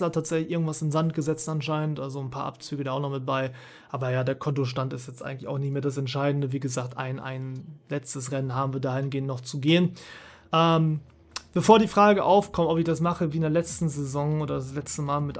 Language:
German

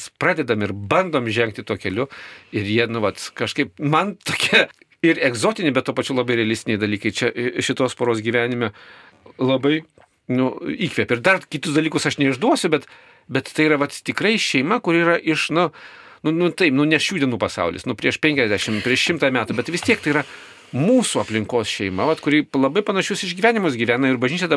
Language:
Lithuanian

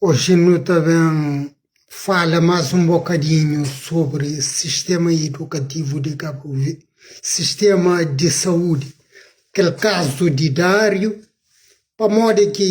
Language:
Kabuverdianu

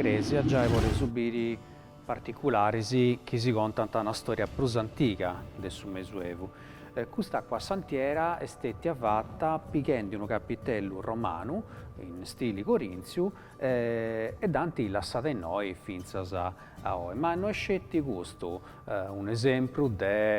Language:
Sardinian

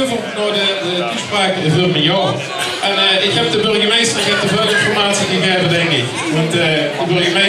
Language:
Limburgish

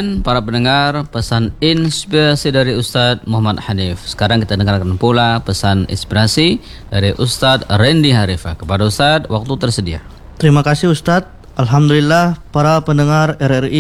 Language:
Indonesian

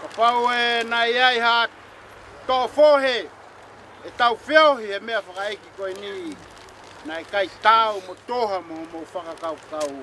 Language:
Tongan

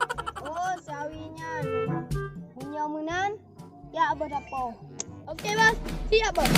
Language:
Achinese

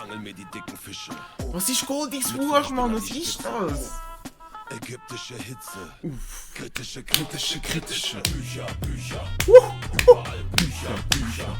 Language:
Swiss German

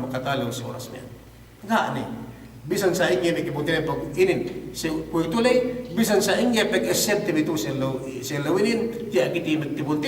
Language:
Yakan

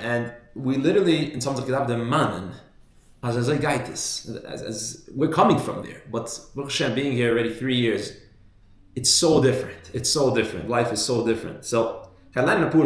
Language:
Yiddish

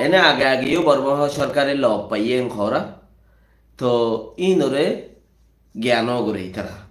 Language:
Rohingya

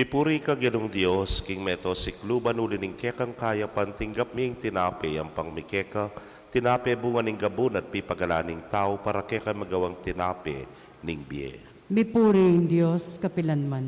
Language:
Pampanga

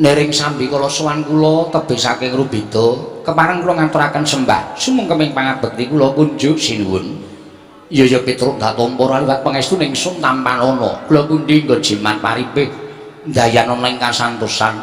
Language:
Javanese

